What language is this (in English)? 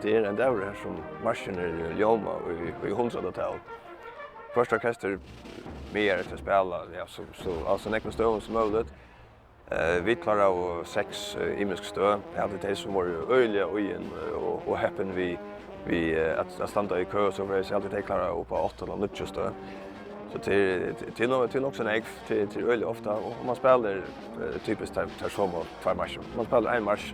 Faroese